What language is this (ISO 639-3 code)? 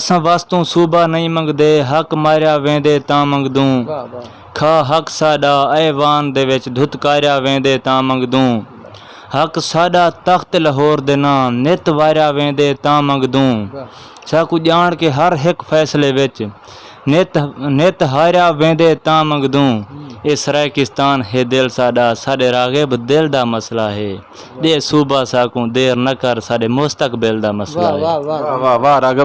skr